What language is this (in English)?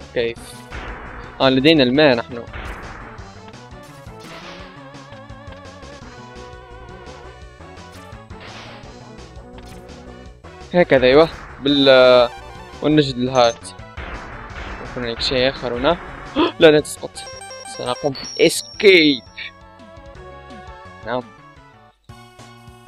Arabic